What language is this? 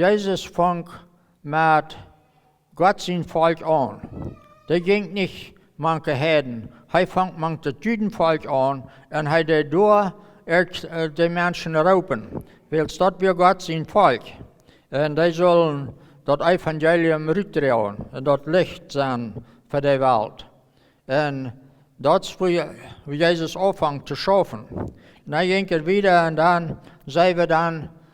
Plautdietsch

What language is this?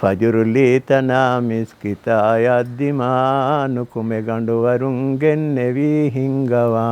Divehi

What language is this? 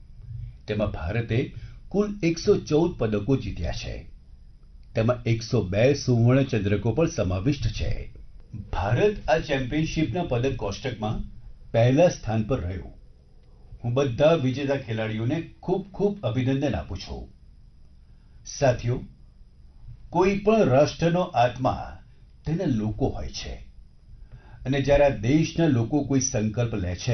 Gujarati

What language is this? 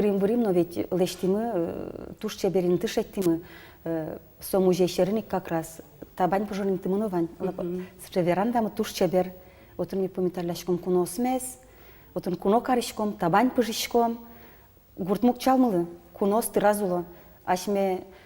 Udmurt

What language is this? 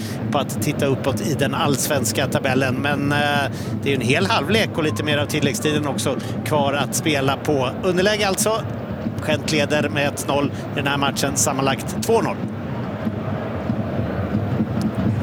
Swedish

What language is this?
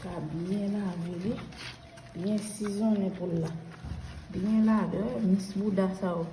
Haitian Creole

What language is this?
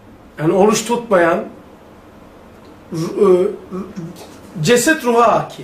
Turkish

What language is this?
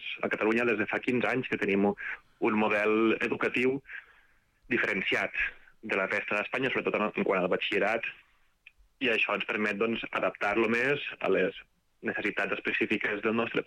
Catalan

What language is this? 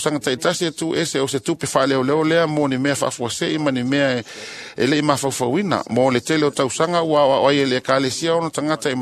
Samoan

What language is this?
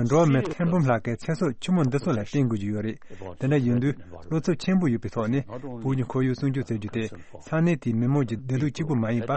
Tibetan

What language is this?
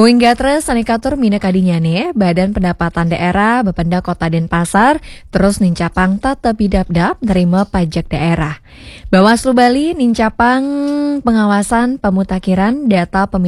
Balinese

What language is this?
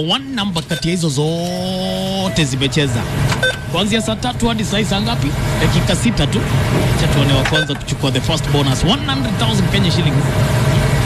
Swahili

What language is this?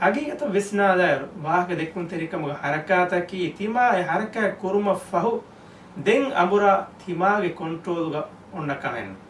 Divehi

